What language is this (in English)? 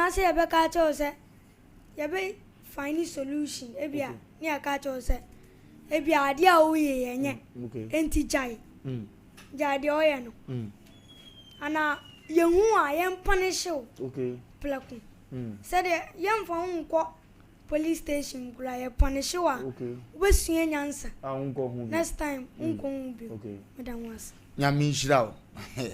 Akan